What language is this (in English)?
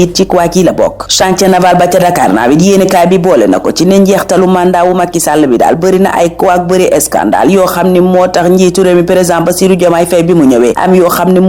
Wolof